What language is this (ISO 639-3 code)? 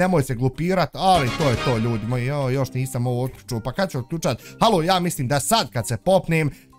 bos